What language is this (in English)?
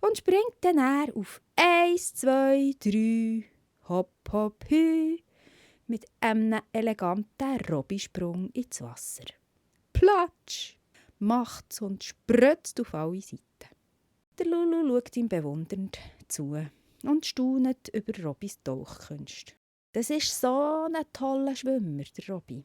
Swiss German